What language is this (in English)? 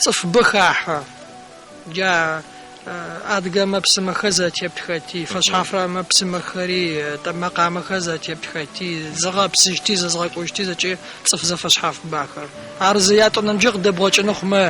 Adyghe